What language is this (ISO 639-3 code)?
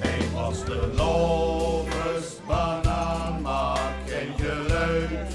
lim